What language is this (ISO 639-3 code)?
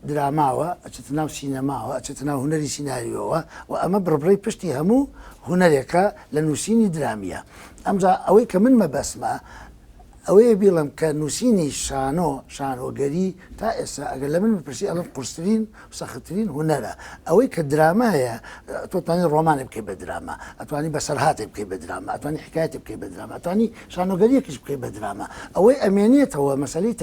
ckb